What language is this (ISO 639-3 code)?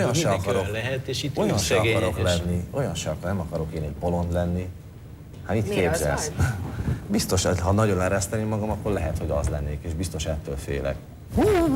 hun